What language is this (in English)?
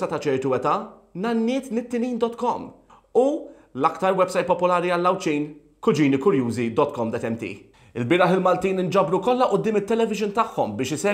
Maltese